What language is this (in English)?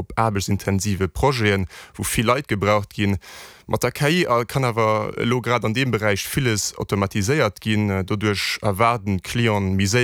Luxembourgish